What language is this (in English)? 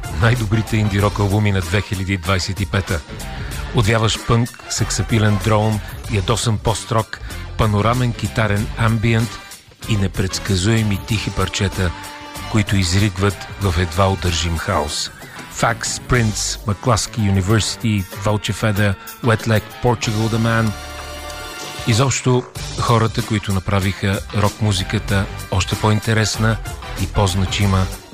Bulgarian